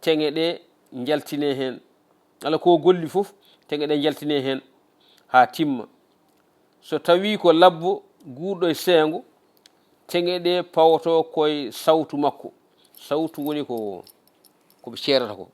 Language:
Fula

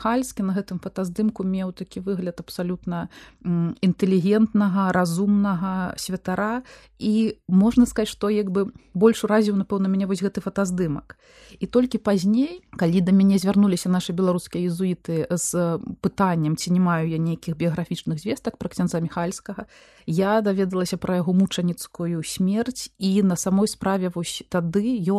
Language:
Belarusian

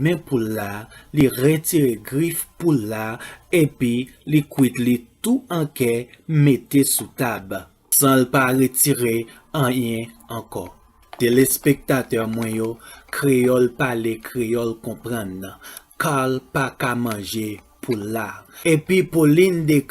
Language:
Haitian Creole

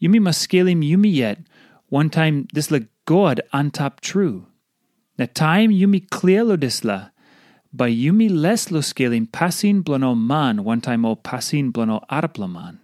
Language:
Tok Pisin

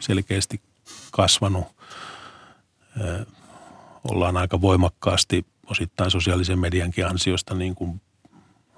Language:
Finnish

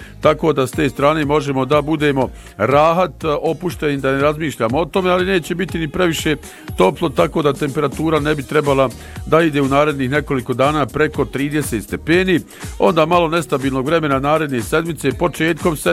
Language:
Bosnian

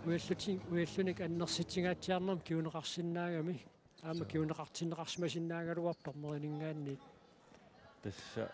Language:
Kalaallisut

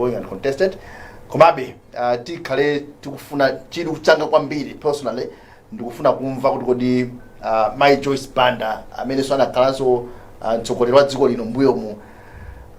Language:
Nyanja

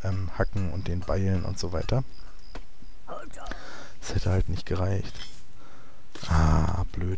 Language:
German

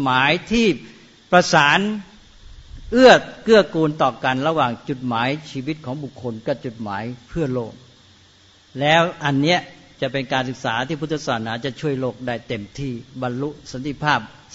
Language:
Thai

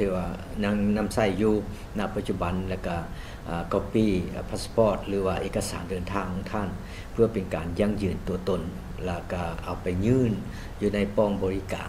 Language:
Lao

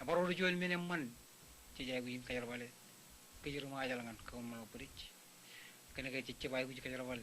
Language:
Marshallese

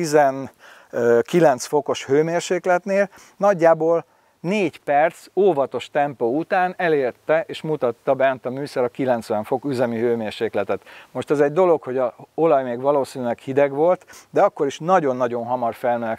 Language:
Hungarian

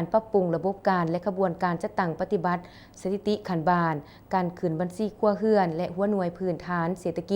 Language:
Lao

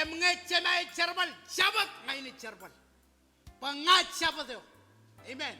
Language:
Marshallese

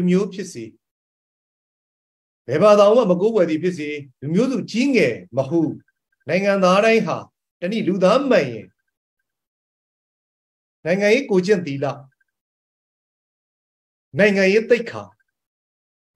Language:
Burmese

